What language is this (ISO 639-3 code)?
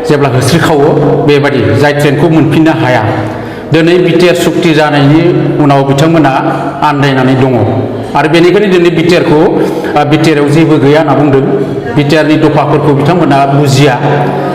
brx